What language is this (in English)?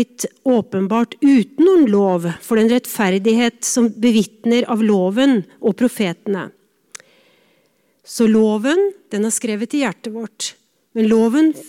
Norwegian